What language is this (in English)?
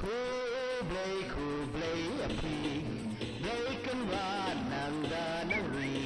Khasi